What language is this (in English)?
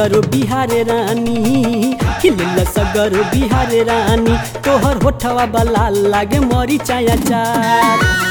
Bhojpuri